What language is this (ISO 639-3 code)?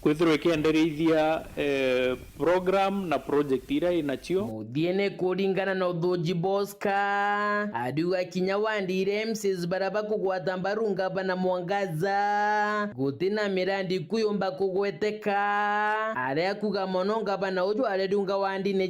mer